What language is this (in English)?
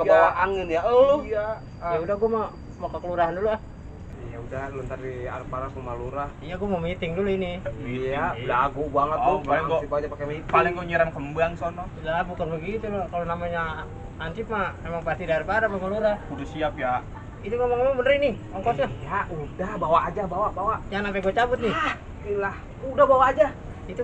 Betawi